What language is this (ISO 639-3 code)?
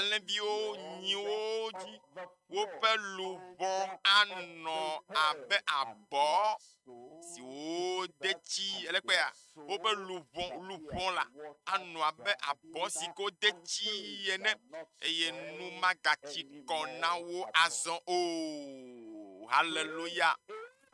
ewe